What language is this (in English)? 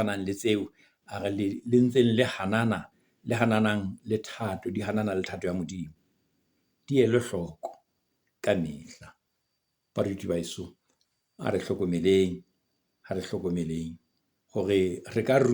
Southern Sotho